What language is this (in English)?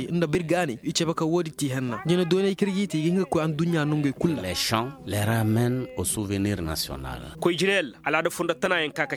Koyraboro Senni